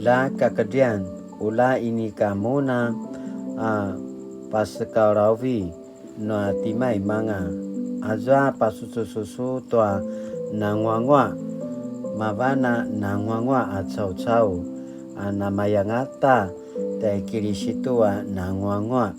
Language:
Paiwan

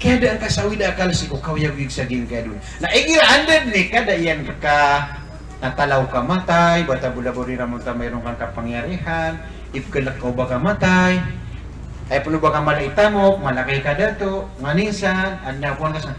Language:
Maranao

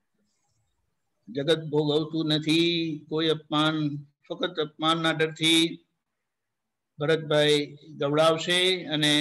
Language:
Gujarati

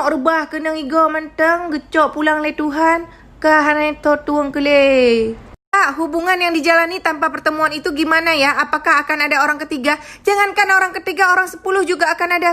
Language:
Achinese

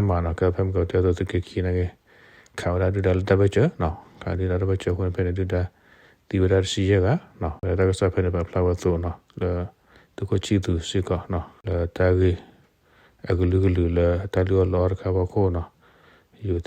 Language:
S'gaw Karen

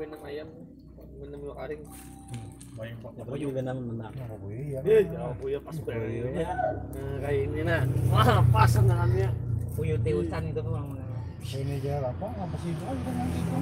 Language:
Banjar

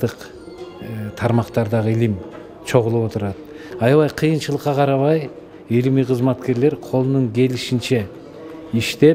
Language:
Kyrgyz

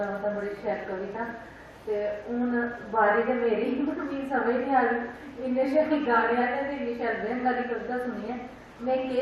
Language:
Dogri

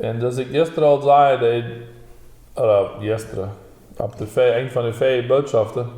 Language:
Plautdietsch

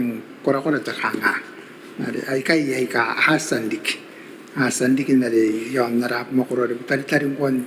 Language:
Gilbertese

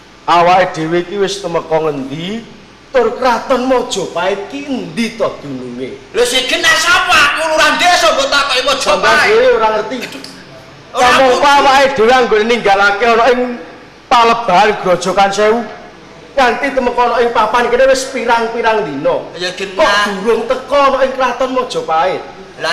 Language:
Javanese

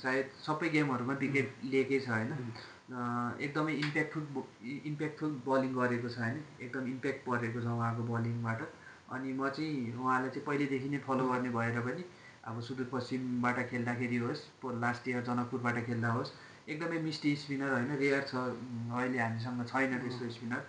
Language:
Nepali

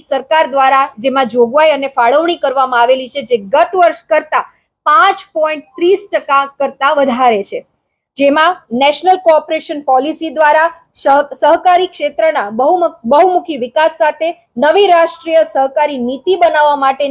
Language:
Gujarati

